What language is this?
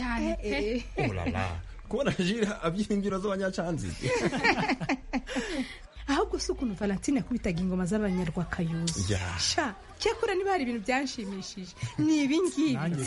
Kinyarwanda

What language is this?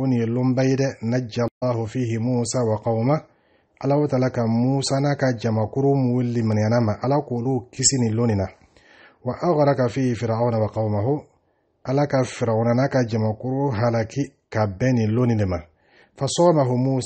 Dyula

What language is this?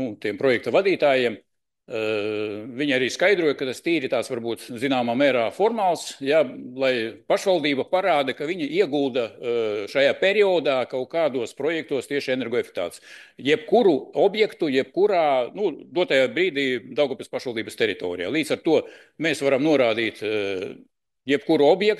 Latvian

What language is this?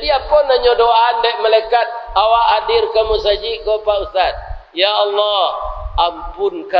Minangkabau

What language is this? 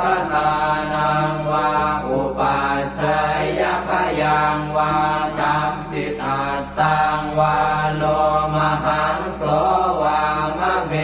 Pali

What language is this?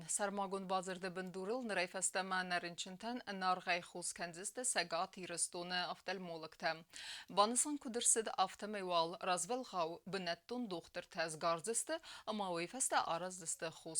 Ossetic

